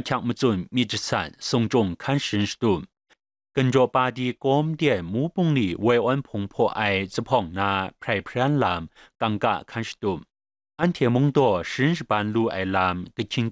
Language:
Kachin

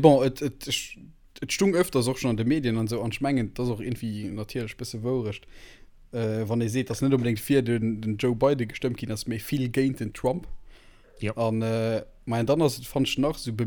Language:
Luxembourgish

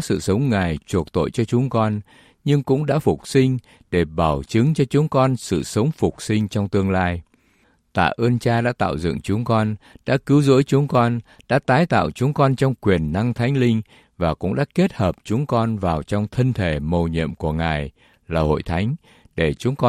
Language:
Vietnamese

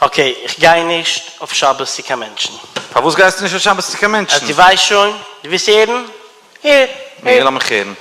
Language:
Yiddish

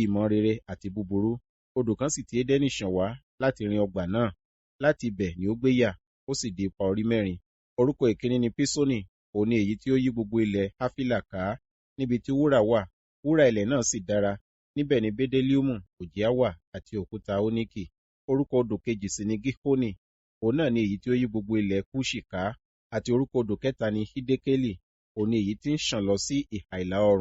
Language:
Yoruba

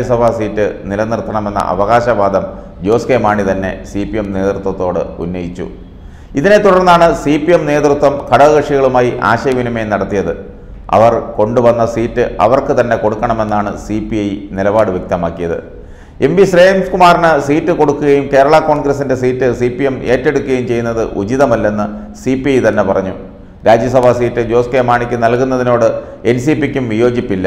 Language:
Malayalam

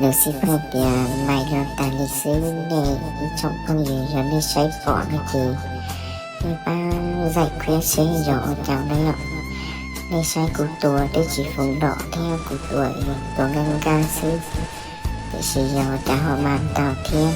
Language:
Hmong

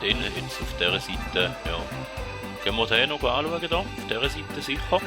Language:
Swiss German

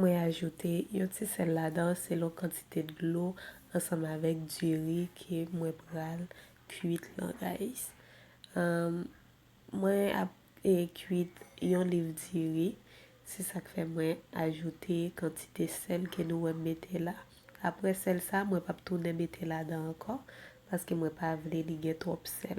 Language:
Haitian Creole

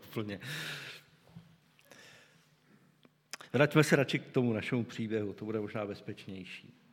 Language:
Czech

